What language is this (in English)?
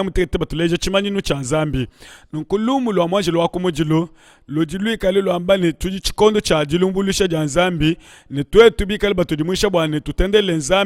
Luba-Lulua